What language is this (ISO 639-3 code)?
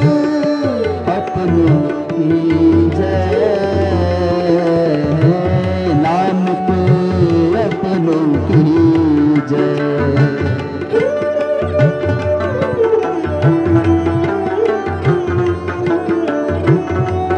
hin